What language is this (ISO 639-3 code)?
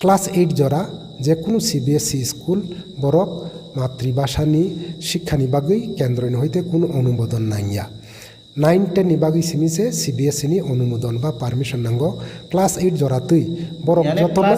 trp